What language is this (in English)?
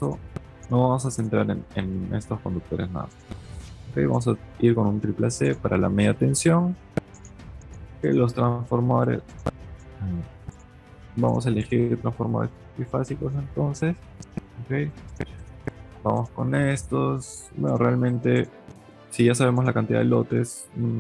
Spanish